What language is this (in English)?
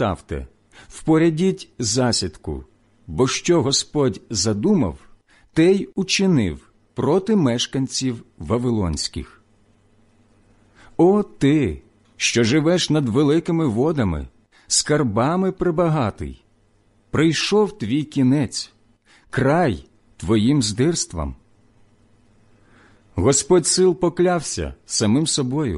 Ukrainian